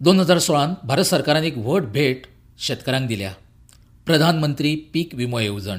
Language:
Konkani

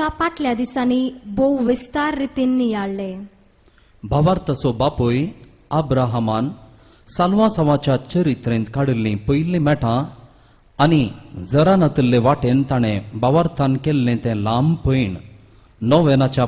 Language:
Konkani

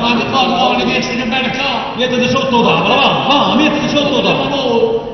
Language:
Neapolitan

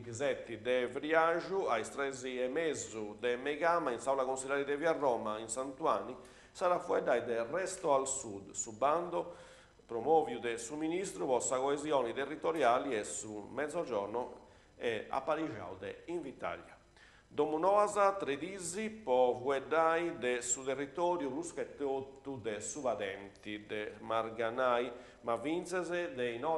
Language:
Sardinian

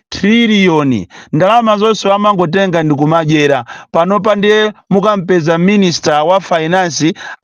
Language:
Nyanja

